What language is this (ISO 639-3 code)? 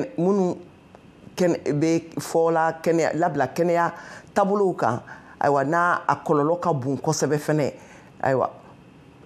bam